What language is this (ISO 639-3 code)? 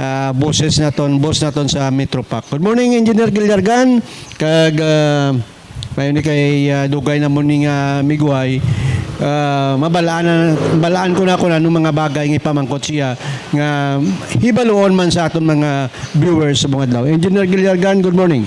hil